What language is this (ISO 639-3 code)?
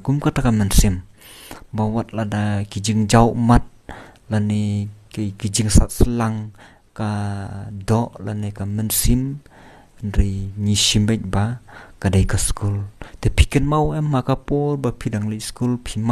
kha